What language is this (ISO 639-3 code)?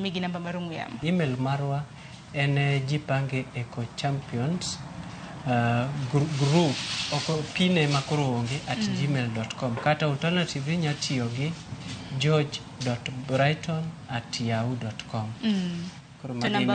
luo